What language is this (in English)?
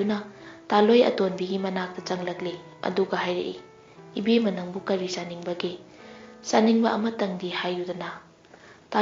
Manipuri